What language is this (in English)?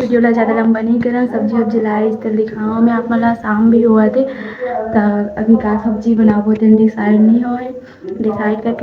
Chhattisgarhi